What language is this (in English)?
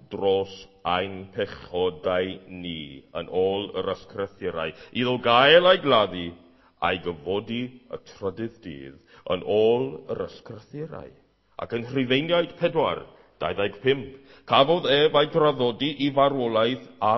Welsh